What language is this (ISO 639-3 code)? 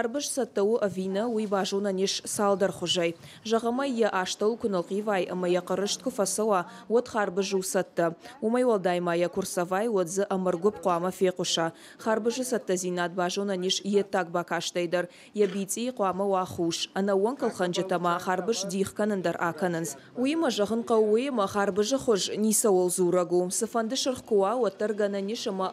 oss